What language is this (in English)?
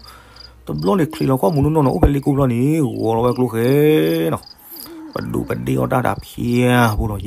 S'gaw Karen